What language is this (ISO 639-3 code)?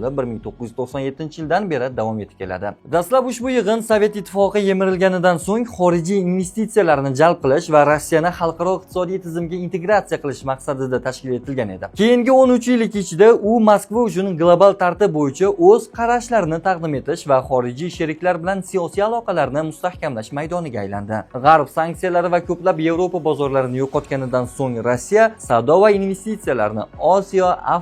uzb